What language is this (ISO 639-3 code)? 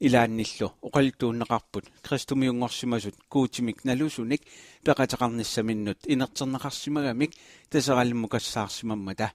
kal